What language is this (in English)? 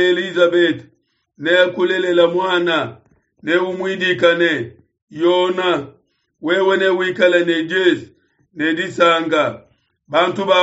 Luba-Lulua